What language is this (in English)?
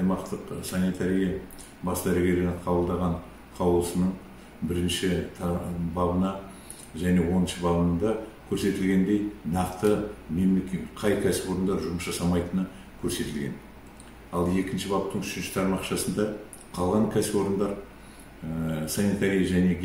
Kazakh